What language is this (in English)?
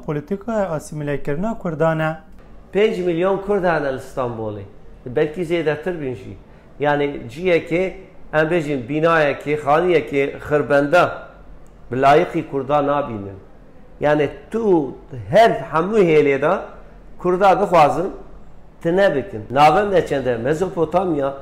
Kurdish